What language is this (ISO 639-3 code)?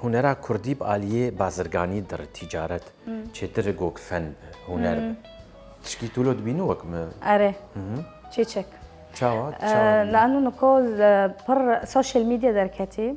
kur